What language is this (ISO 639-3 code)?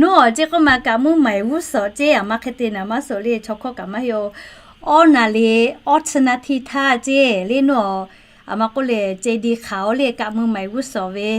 lhu